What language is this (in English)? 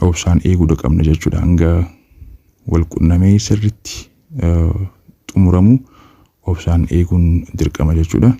Oromo